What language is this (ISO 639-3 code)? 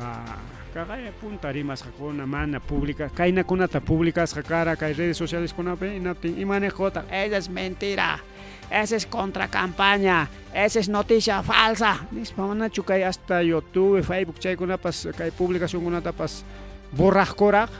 quy